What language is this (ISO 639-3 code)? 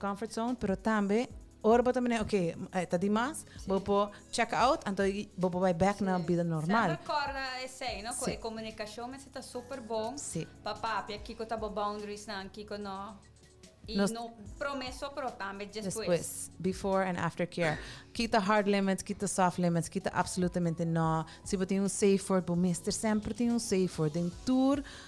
pap